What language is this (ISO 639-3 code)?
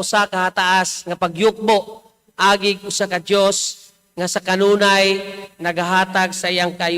ceb